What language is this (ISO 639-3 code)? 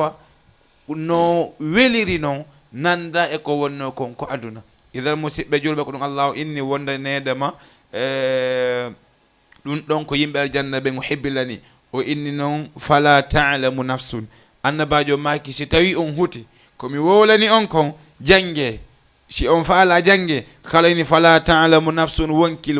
ful